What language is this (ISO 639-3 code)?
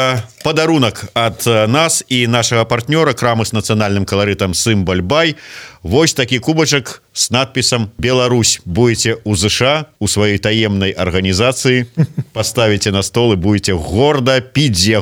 bel